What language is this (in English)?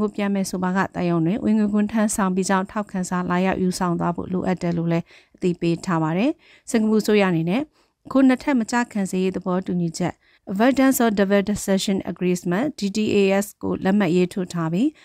Burmese